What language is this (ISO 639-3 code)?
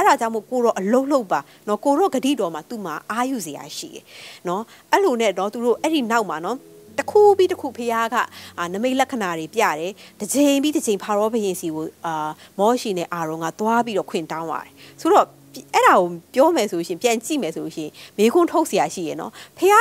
mya